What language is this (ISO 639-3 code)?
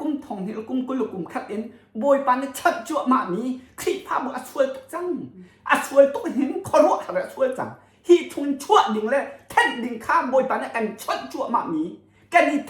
cnh